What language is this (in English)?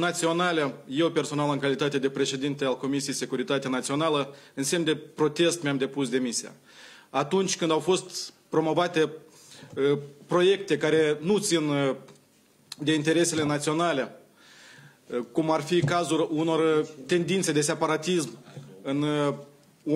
Romanian